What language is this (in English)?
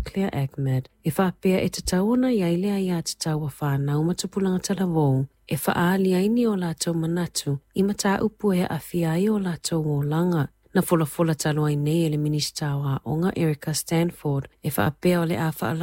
Samoan